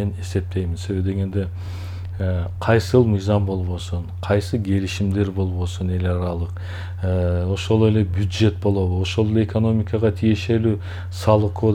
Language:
Kyrgyz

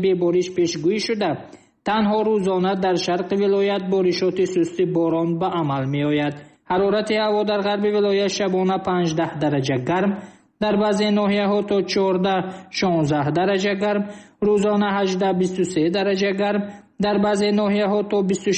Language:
Tajik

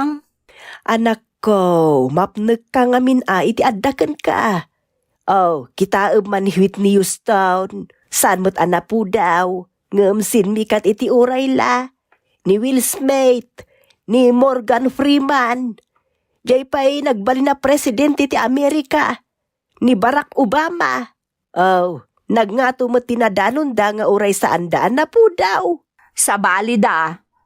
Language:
Iloko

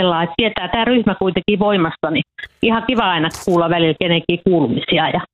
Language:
Finnish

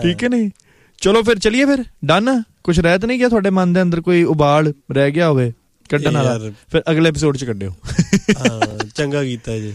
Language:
Punjabi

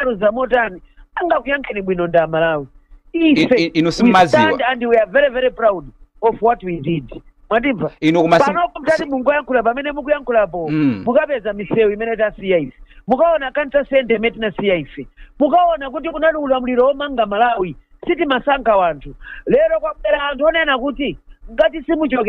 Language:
Nyanja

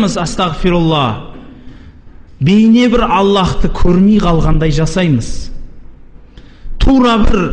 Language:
Kazakh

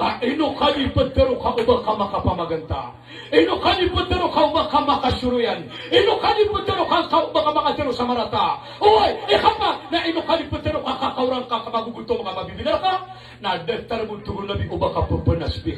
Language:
Maranao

